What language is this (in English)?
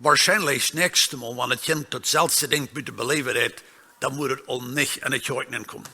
Plautdietsch